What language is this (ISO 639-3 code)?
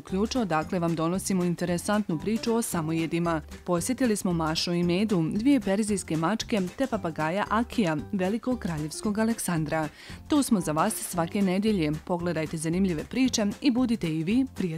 bos